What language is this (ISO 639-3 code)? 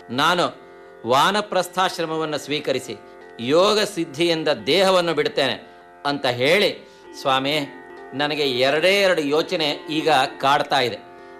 kan